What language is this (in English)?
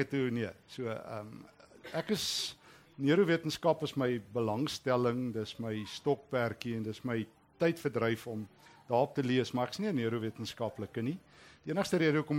Afrikaans